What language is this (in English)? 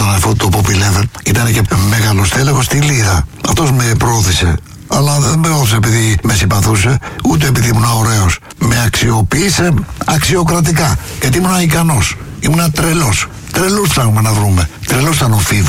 Greek